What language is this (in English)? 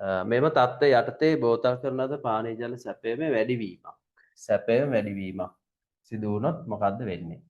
Sinhala